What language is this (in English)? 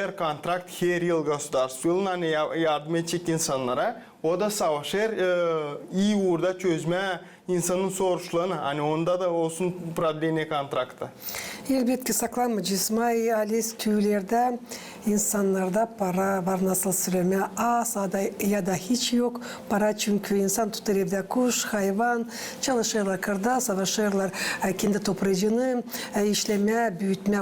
Gagauz